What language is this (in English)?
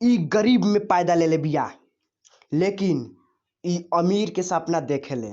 Bhojpuri